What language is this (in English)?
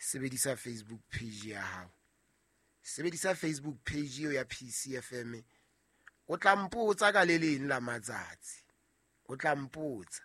Southern Sotho